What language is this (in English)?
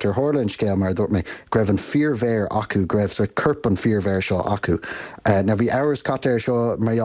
Irish